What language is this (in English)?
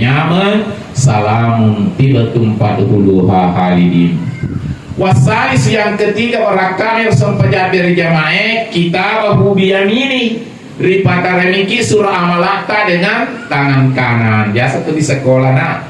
Buginese